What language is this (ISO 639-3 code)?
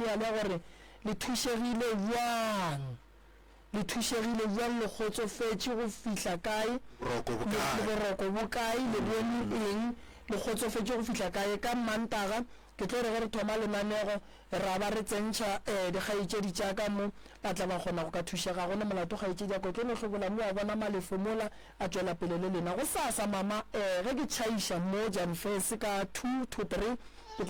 nso